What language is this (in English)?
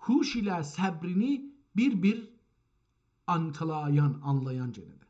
South Azerbaijani